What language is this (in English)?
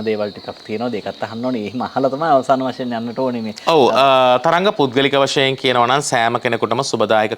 Sinhala